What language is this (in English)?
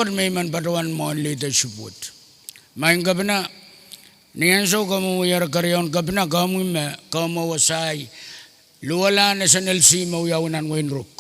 Pohnpeian